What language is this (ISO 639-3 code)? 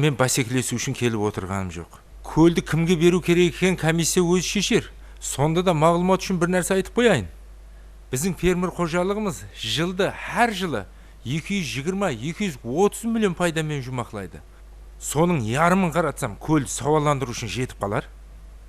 kaa